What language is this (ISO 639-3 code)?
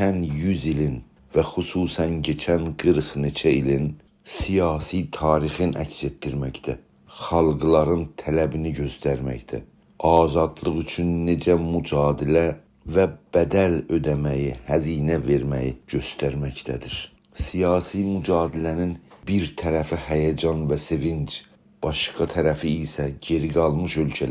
azb